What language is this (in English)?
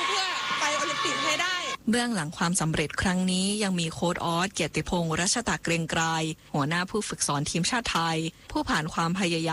Thai